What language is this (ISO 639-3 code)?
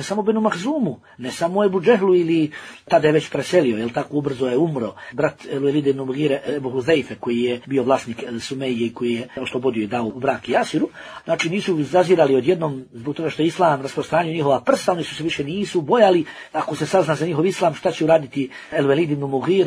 bos